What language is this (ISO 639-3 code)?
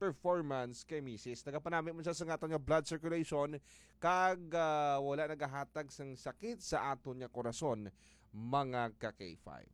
hil